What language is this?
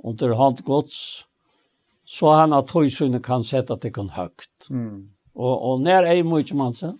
Faroese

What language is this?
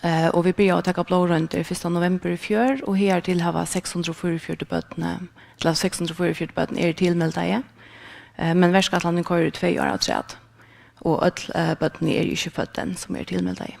Faroese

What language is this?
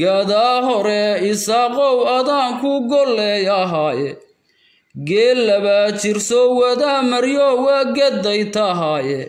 Somali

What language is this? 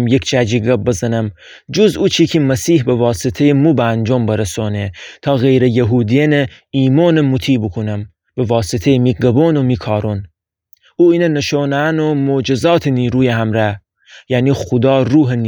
Gilaki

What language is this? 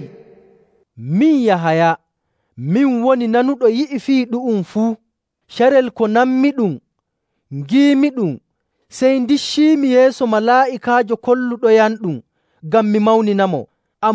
Nigerian Fulfulde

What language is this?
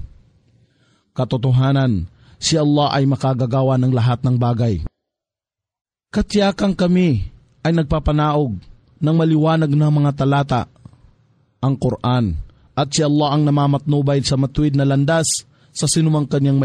Filipino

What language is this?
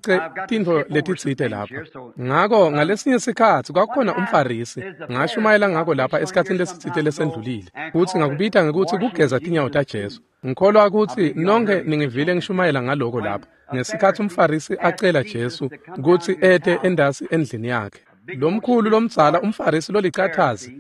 Swati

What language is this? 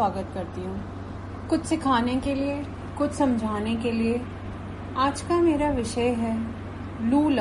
Hindi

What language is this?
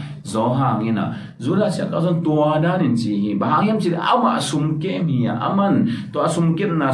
Tedim Chin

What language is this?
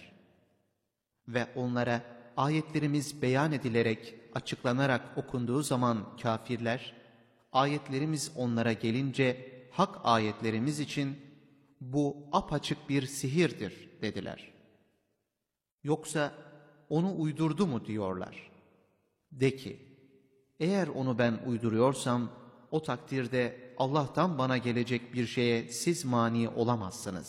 Turkish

